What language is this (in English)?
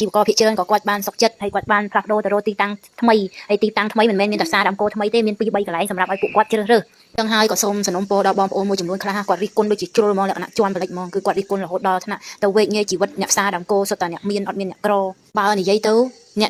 Khmer